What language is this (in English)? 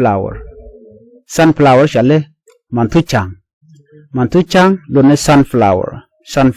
Nuer